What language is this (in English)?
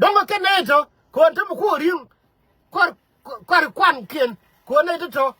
Nuer